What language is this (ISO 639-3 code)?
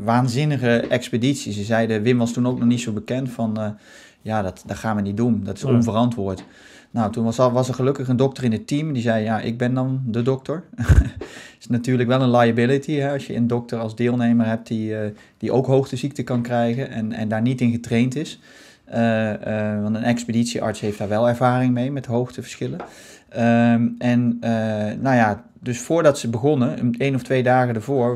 nld